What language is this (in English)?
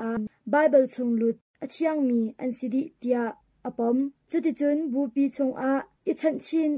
Hakha Chin